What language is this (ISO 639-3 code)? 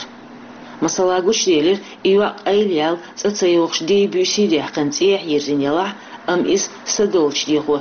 che